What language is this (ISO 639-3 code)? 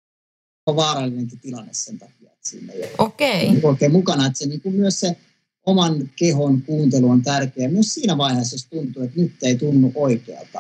fin